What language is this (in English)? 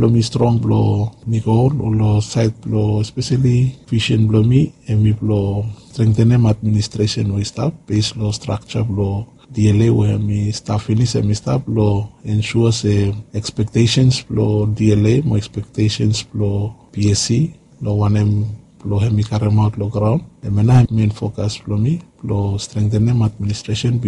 Bislama